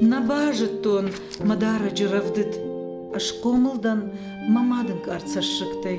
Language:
Ossetic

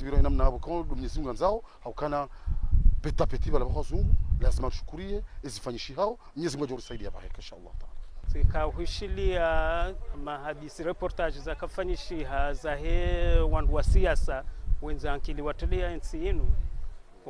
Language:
Ngazidja Comorian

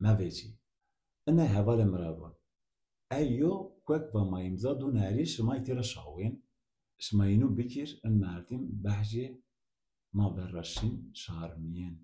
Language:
Zaza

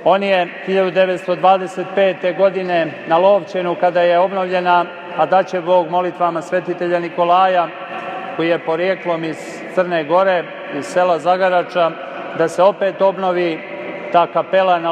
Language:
Serbian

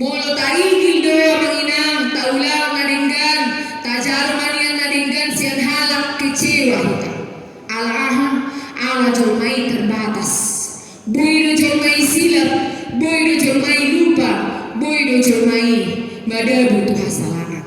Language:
Batak Toba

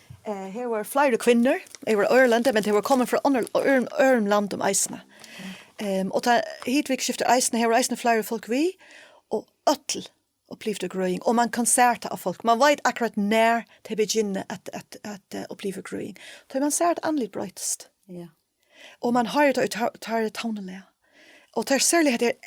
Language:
Faroese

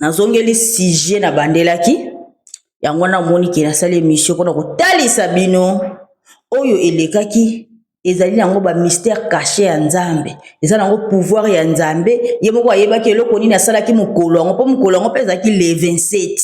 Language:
Lingala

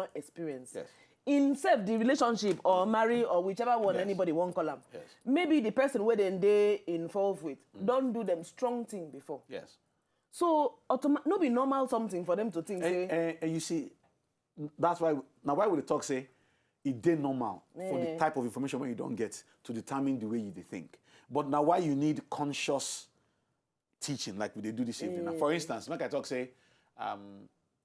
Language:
Nigerian Pidgin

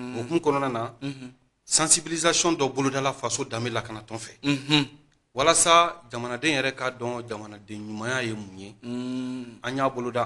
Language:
Bambara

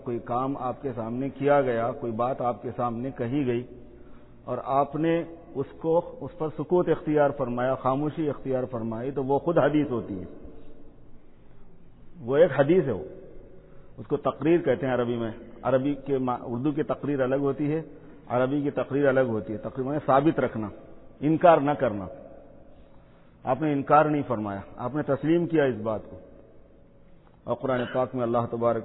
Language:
Urdu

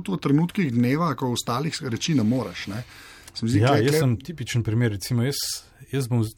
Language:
Slovenian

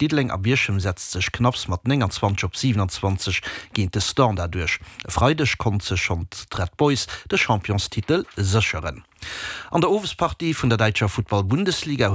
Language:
Luxembourgish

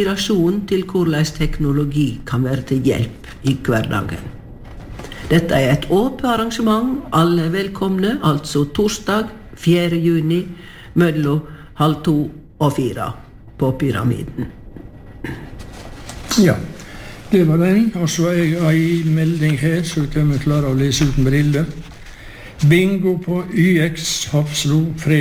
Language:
Norwegian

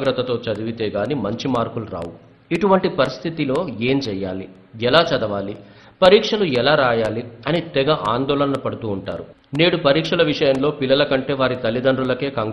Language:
Telugu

